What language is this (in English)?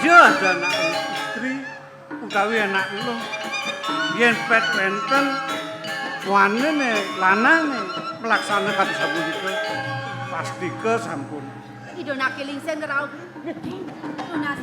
Balinese